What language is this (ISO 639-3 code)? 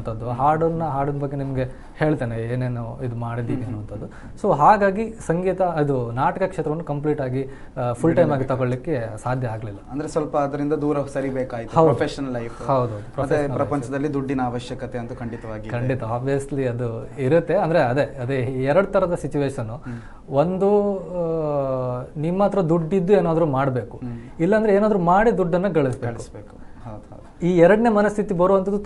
kan